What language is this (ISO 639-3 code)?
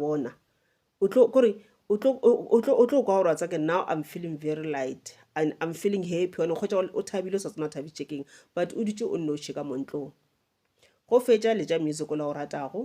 nso